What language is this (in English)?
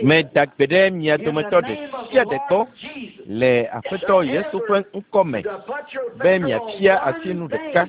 Ewe